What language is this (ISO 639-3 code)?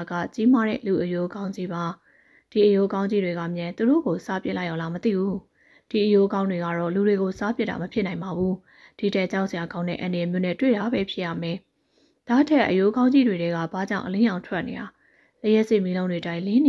mya